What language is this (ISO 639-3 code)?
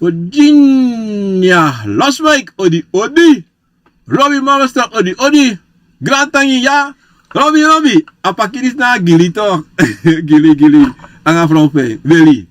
srn